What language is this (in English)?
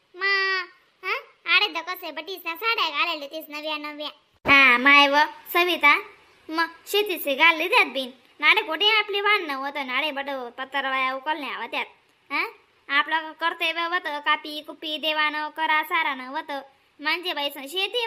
Khandesi